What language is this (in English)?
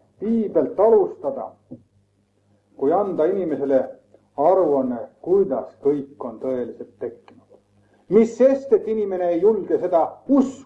Estonian